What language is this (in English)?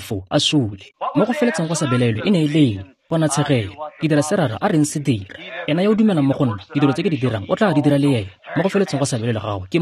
Tswana